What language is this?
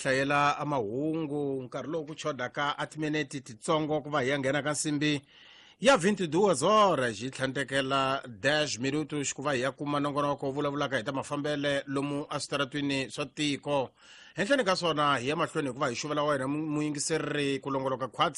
Tsonga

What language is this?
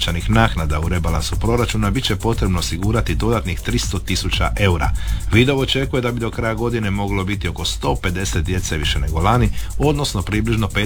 Croatian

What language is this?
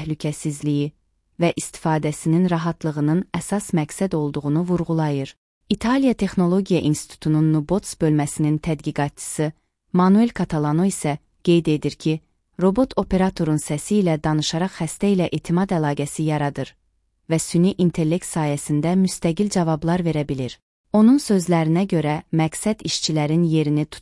Azerbaijani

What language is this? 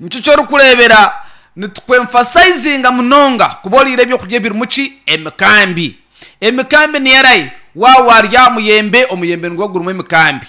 Nyankole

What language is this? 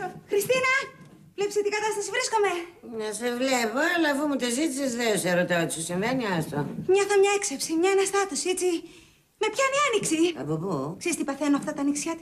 Greek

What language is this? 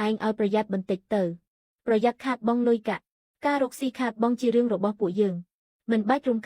Khmer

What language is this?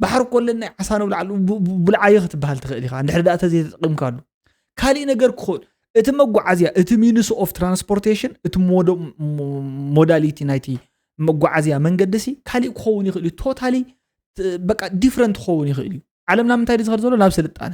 Tigrinya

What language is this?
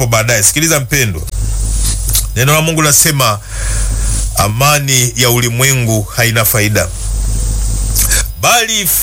Swahili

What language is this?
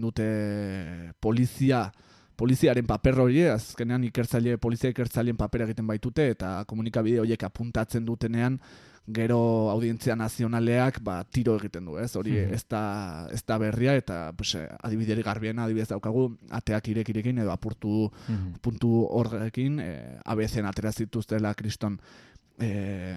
Basque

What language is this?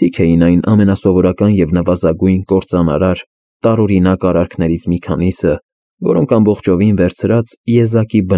Armenian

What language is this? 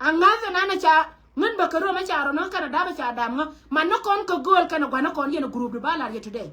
Nuer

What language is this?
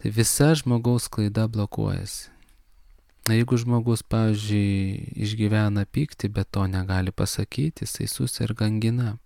Lithuanian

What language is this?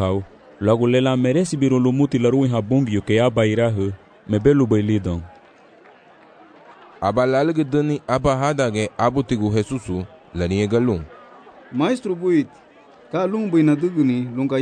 Garifuna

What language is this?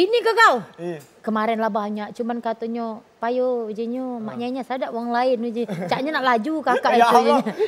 Musi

